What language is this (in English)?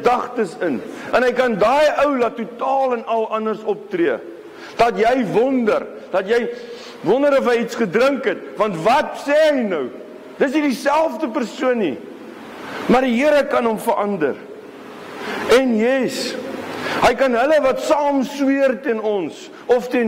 Afrikaans